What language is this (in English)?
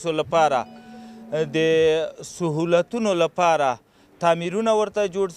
Pashto